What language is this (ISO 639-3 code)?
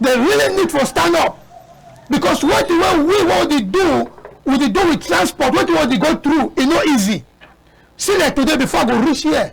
wes